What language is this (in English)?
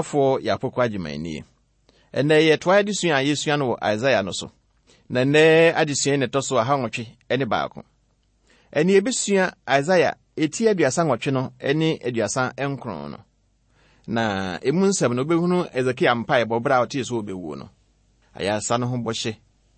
Akan